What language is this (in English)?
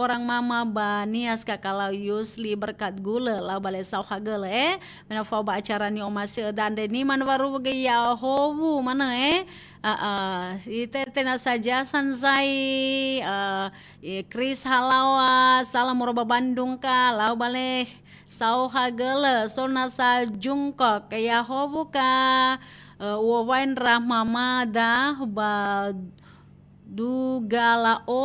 Nias